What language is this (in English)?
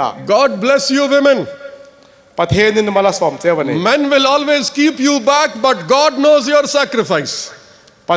Hmar